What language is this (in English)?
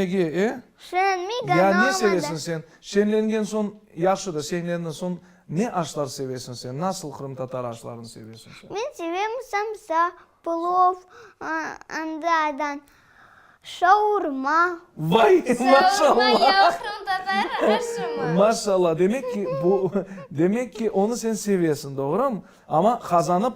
Crimean Tatar